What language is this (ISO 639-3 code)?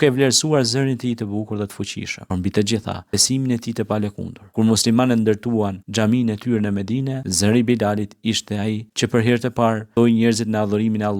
sqi